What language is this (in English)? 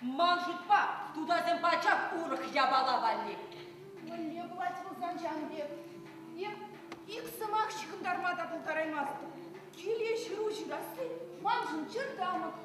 Chuvash